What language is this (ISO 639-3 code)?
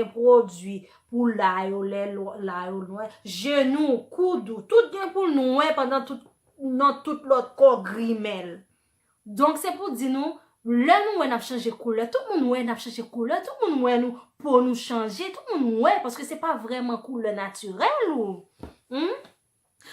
hat